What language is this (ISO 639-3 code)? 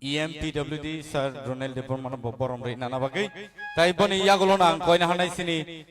trp